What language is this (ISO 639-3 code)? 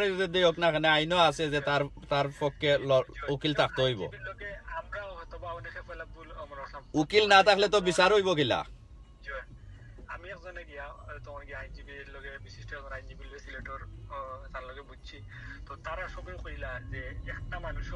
syl